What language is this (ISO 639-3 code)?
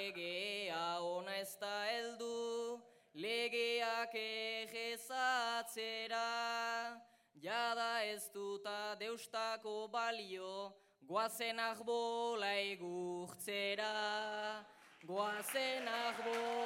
eus